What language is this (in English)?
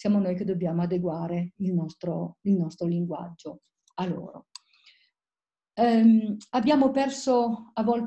Italian